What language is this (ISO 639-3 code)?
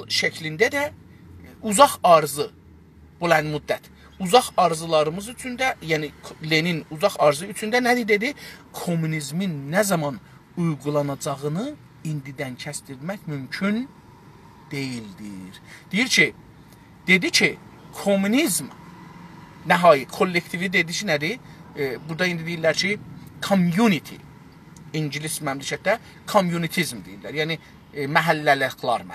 azb